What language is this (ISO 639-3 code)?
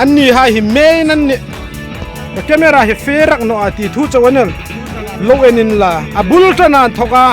hmr